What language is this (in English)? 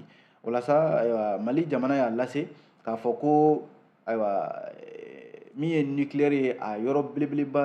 Bambara